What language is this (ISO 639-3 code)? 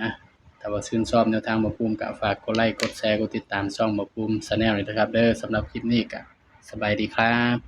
tts